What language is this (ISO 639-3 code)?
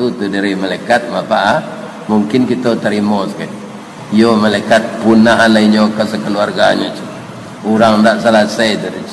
min